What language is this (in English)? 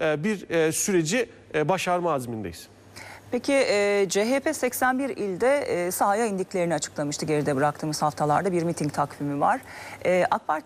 Turkish